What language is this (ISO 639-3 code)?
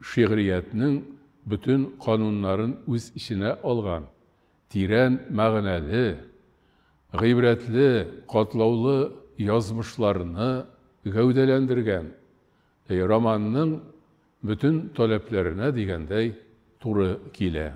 tat